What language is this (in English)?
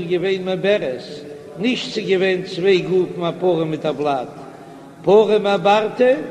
Yiddish